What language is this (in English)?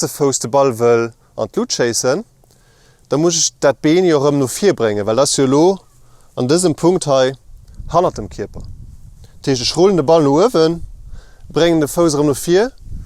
Luxembourgish